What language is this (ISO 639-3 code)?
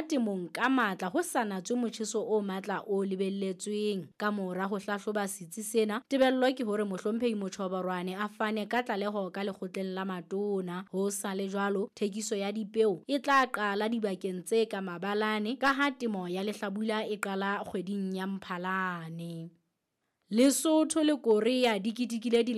sot